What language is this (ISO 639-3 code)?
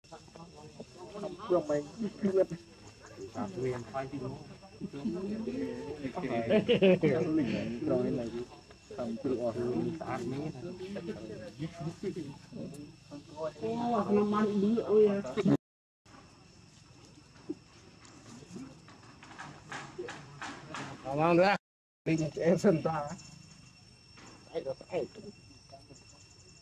vie